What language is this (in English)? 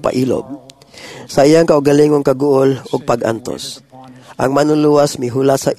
Cebuano